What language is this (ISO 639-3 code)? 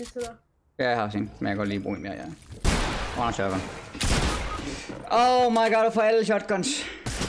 dan